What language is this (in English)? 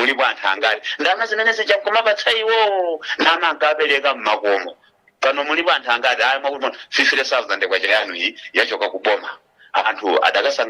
Nyanja